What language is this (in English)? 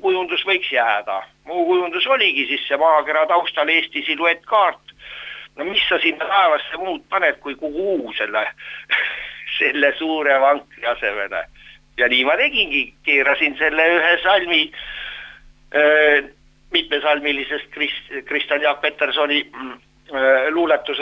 Estonian